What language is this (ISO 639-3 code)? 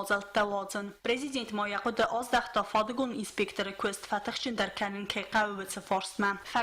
oss